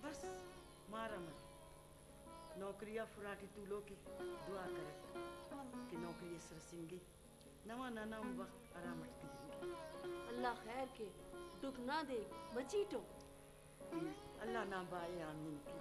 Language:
Brahui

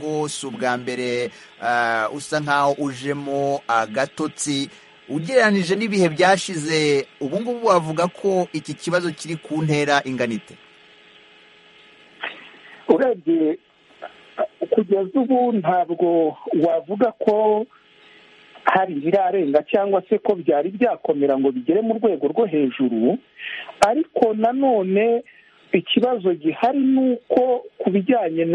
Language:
Kinyarwanda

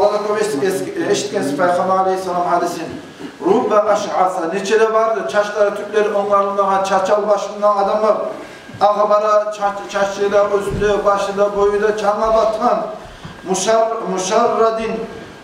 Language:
Kumyk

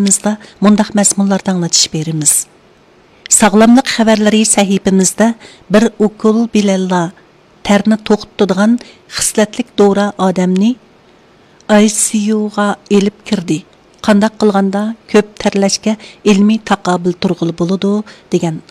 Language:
Uyghur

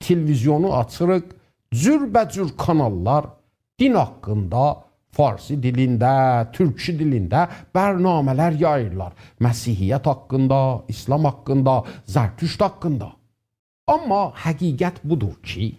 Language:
South Azerbaijani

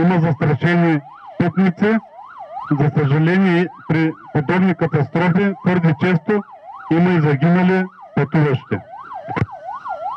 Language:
Bulgarian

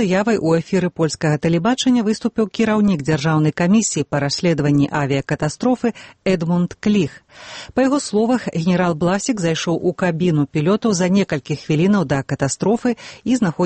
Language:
Belarusian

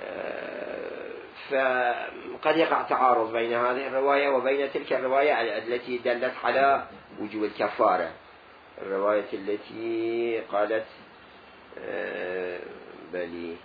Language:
Mesopotamian Arabic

